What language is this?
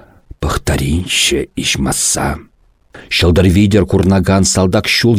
Chuvash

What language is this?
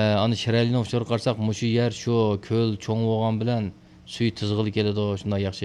Uyghur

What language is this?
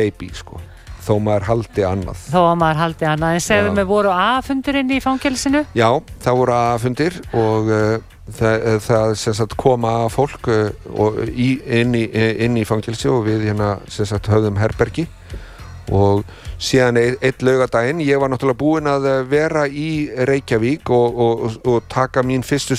Icelandic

